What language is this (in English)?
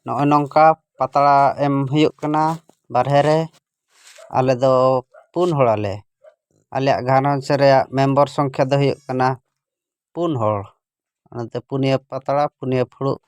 Santali